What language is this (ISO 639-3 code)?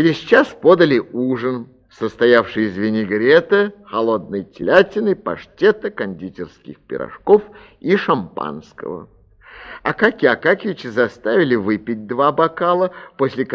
rus